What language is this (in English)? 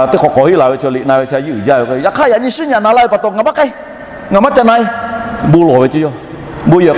Lahu